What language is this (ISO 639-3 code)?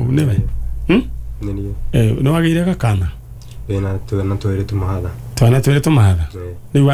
kik